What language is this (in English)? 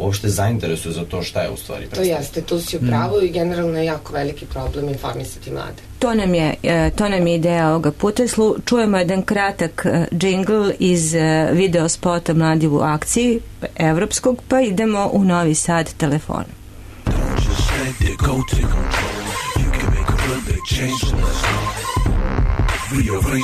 Serbian